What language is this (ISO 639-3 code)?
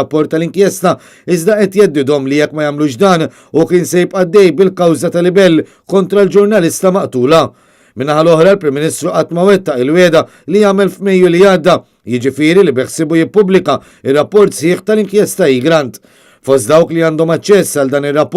mlt